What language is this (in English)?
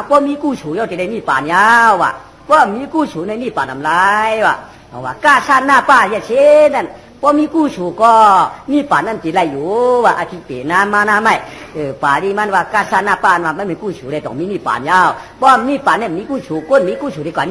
Shan